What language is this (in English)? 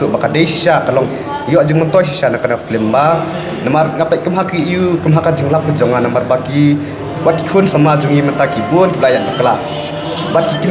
Khasi